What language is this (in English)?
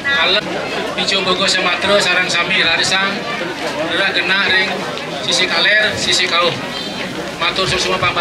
Balinese